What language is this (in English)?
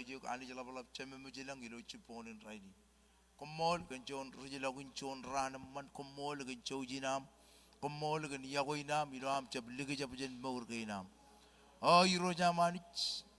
Marshallese